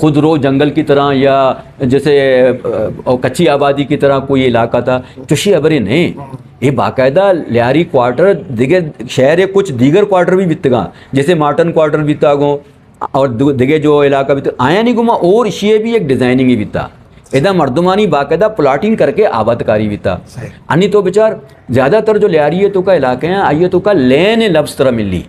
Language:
Eastern Balochi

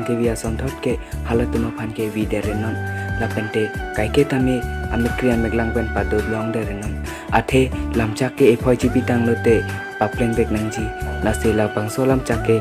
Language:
Karbi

